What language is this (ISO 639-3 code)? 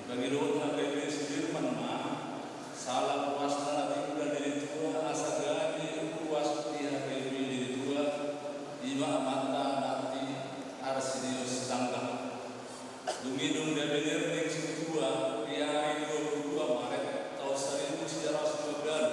bbc